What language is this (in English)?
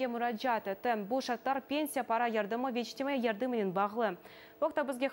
Crimean Tatar